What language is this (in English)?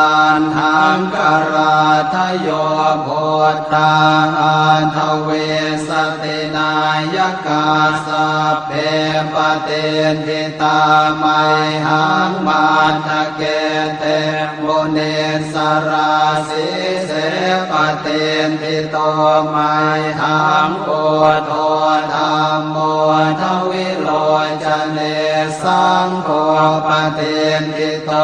Pali